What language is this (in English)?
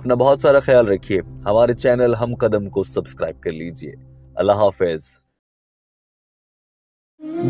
Urdu